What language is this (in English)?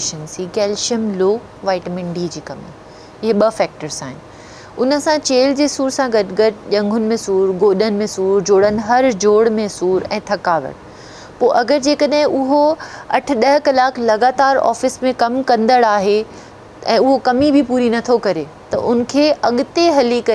Sindhi